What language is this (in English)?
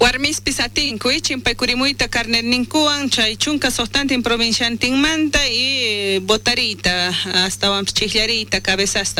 South Bolivian Quechua